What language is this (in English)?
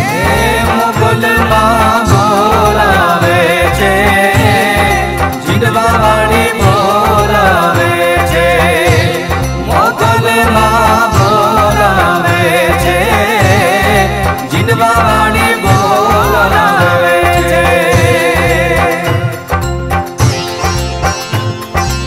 Gujarati